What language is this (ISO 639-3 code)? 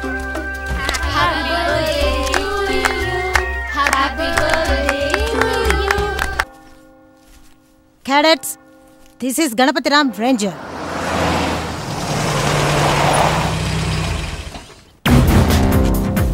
tel